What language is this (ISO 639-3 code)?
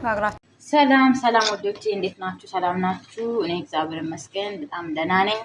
amh